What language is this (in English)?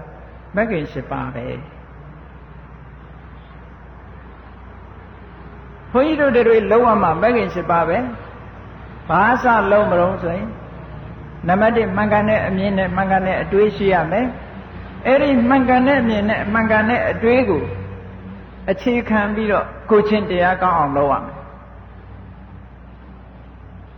Burmese